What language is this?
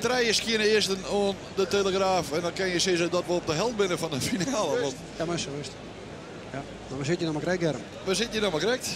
Western Frisian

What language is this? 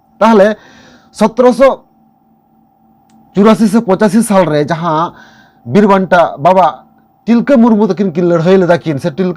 Santali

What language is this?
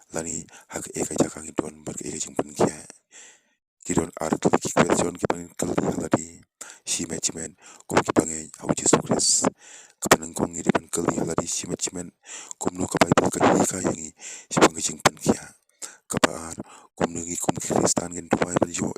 Khasi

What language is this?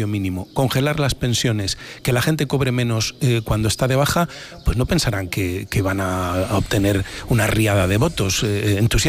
Spanish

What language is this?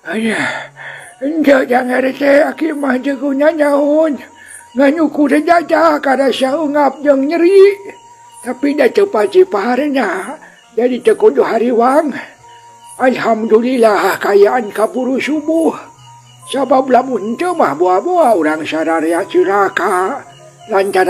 Sundanese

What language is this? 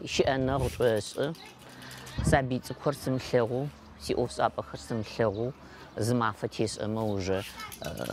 Adyghe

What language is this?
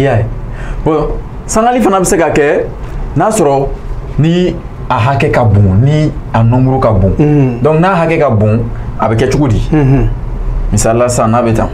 Bambara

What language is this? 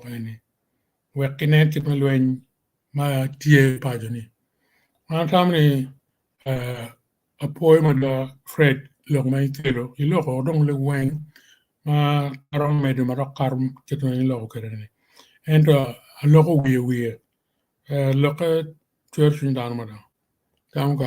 Acoli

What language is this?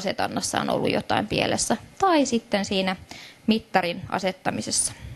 Finnish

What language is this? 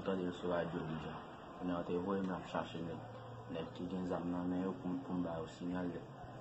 Haitian Creole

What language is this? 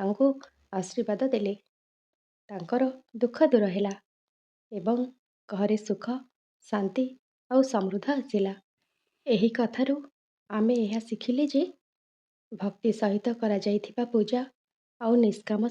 Odia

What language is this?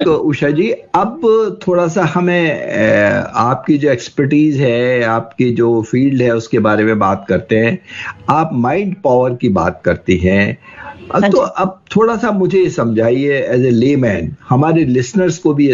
Hindi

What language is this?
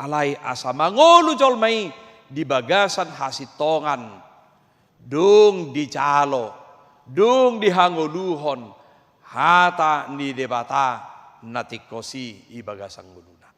Batak Toba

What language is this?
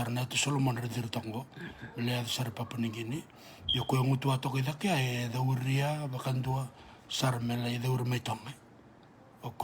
Fijian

